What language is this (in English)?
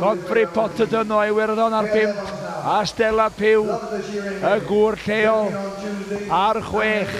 Welsh